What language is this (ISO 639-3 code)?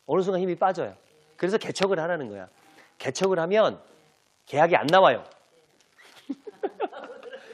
kor